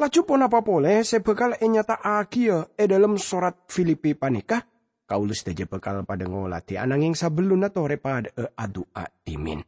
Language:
Madurese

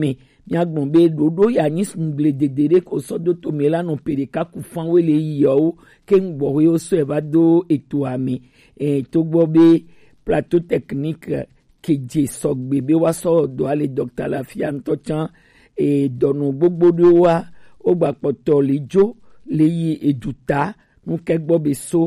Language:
Gen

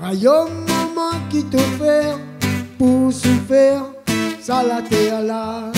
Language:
Réunion Creole French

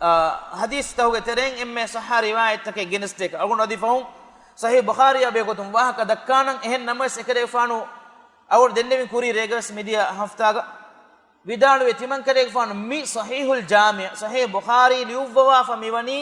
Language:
Divehi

